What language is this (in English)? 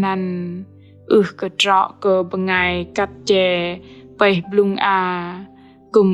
Bahnar